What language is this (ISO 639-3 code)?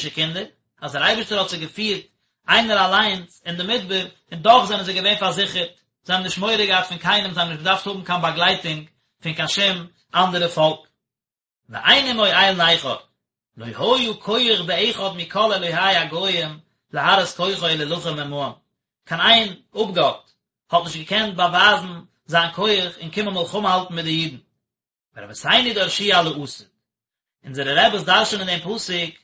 yid